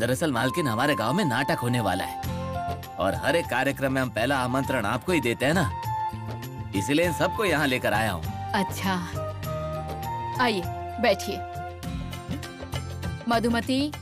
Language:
Hindi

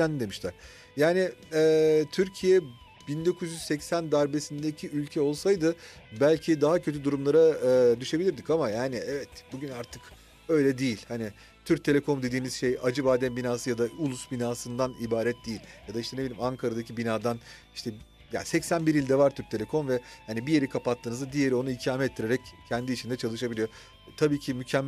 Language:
Turkish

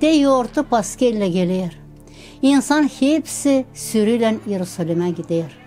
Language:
Gagauz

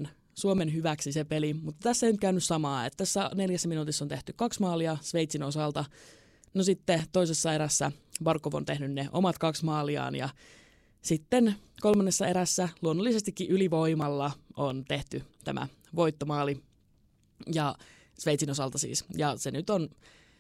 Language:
Finnish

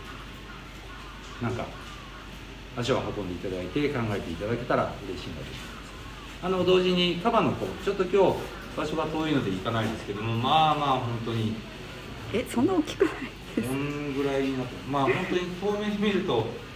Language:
Japanese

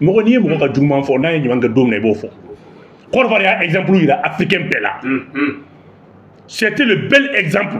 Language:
Bambara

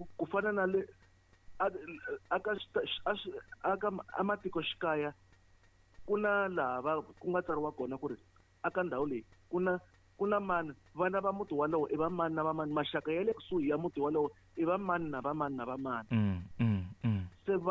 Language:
Tsonga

